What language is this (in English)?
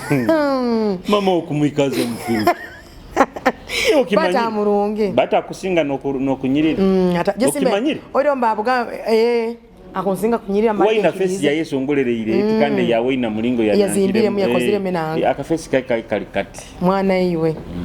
Nyoro